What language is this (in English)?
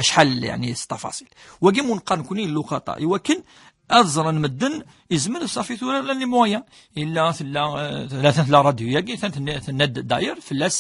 Kabyle